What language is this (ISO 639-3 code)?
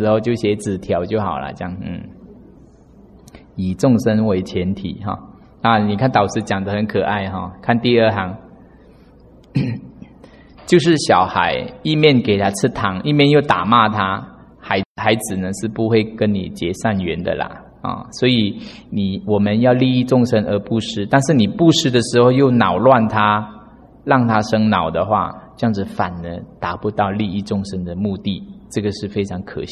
zho